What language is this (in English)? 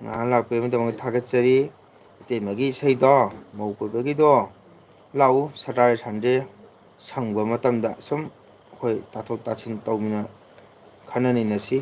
Manipuri